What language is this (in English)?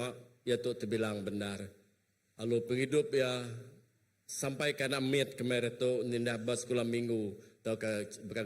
Iban